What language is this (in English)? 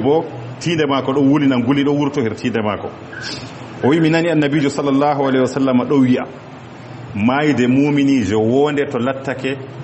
Fula